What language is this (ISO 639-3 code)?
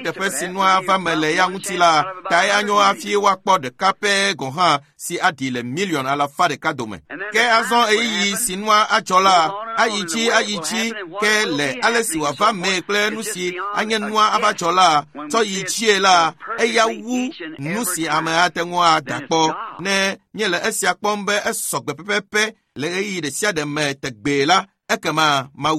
ewe